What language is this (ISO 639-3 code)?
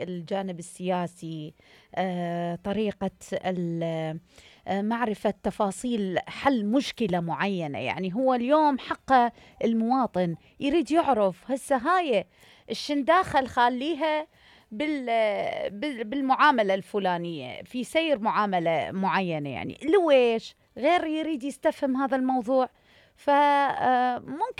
acm